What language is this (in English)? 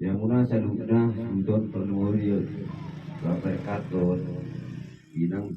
Batak Toba